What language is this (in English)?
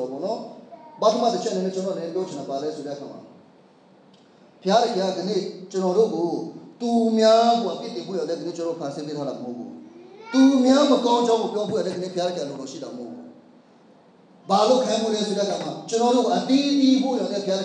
Burmese